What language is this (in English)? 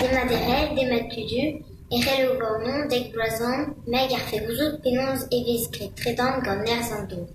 Breton